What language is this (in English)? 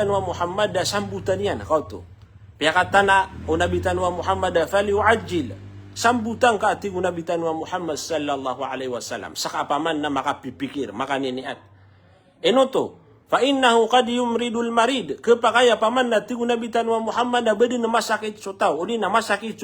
Maranao